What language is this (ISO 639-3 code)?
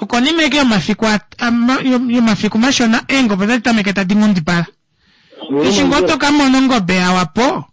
kua